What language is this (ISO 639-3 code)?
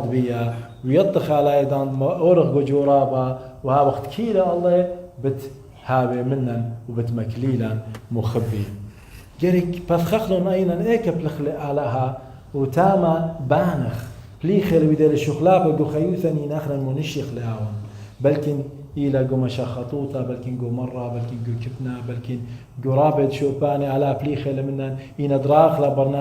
aii